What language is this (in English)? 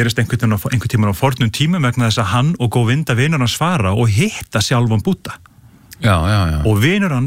Icelandic